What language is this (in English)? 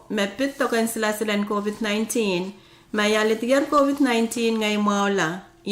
Pohnpeian